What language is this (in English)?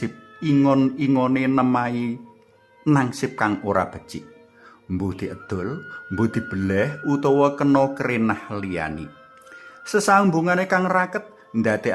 Javanese